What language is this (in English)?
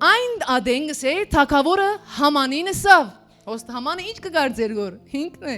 Western Armenian